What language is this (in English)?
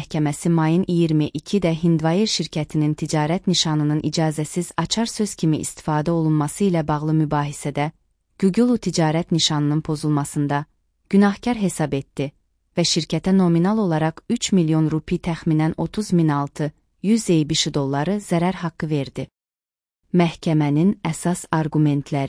Azerbaijani